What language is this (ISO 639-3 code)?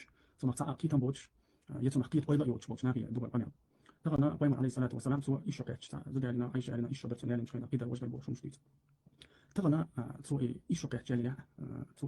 che